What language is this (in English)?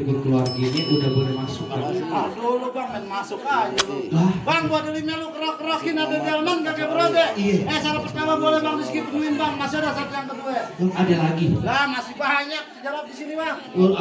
Betawi